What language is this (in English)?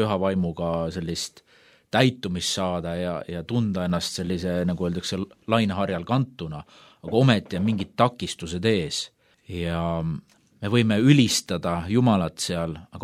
Estonian